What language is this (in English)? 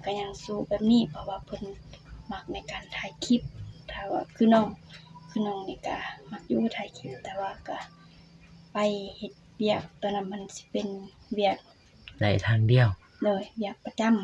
Lao